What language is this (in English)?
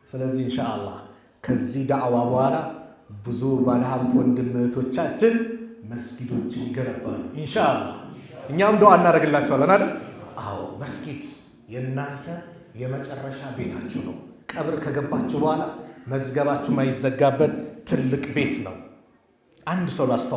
Amharic